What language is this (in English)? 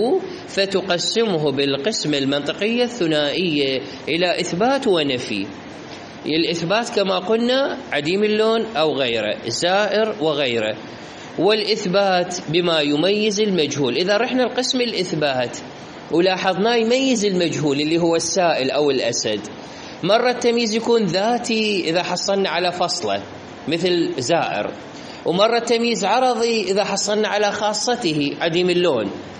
Mesopotamian Arabic